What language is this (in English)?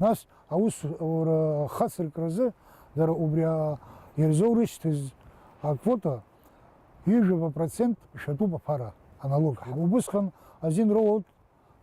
Abkhazian